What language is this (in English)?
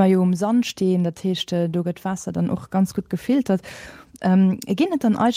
Luxembourgish